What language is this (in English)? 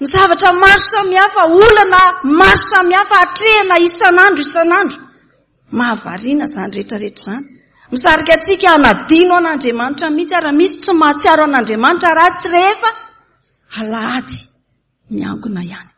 Malagasy